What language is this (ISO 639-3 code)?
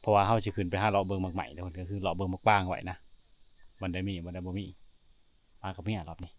lao